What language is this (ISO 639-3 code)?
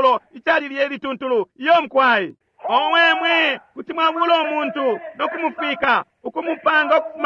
bem